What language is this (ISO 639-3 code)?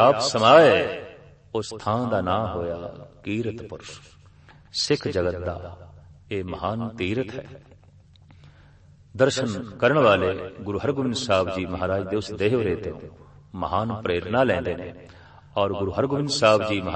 pan